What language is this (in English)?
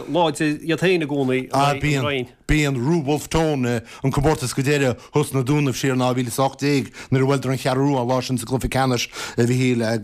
Irish